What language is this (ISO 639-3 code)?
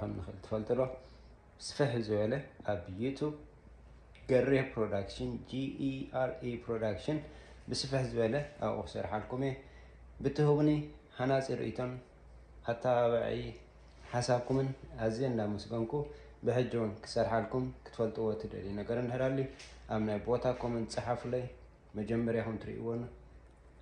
tir